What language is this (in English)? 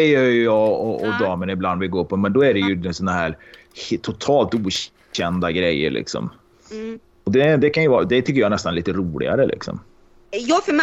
Swedish